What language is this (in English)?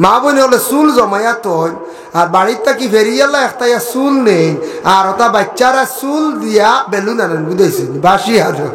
Sylheti